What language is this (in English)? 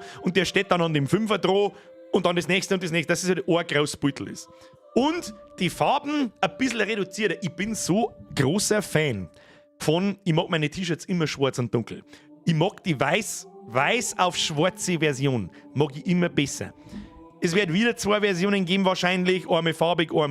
Bavarian